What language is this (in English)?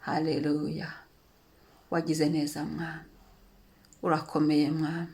Kinyarwanda